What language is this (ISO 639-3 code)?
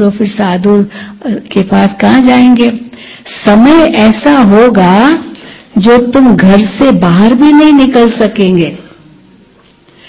hin